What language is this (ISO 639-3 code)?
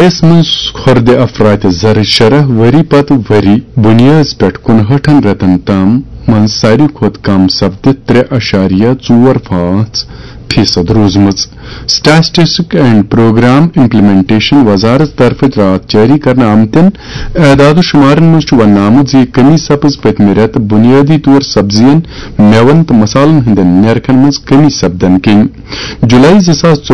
kas